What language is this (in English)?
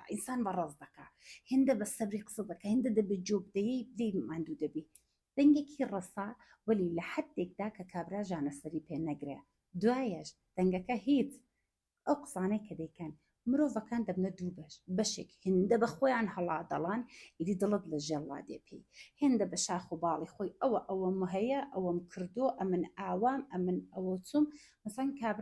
Central Kurdish